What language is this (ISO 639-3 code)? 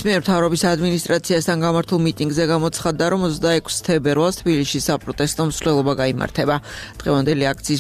kat